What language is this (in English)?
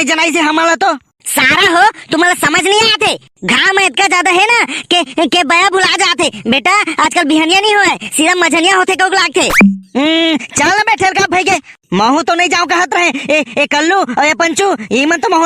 Chhattisgarhi